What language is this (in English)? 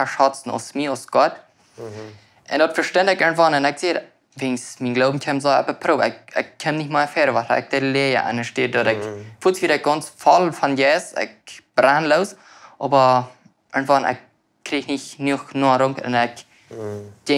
Plautdietsch